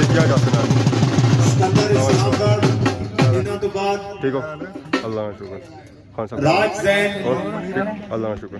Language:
Pahari-Potwari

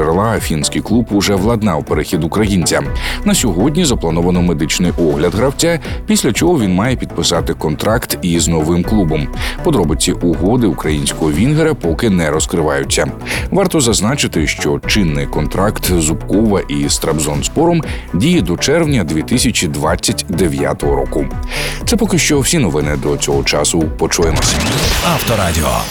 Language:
Ukrainian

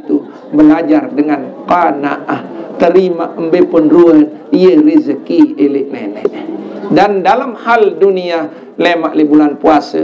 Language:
Sasak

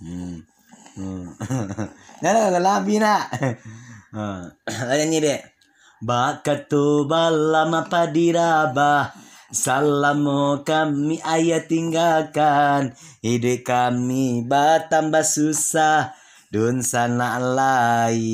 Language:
Minangkabau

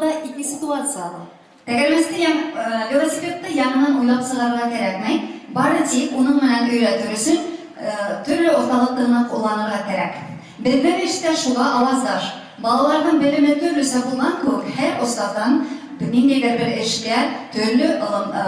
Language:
Bashkir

